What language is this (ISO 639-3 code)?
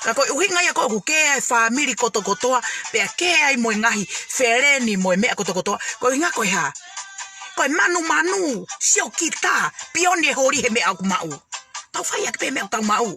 ton